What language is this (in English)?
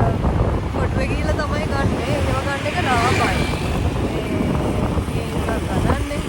Sinhala